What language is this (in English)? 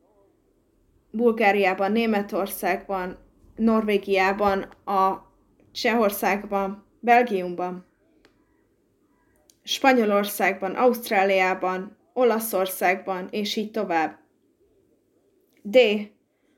Hungarian